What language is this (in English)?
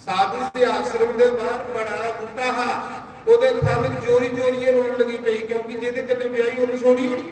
Dogri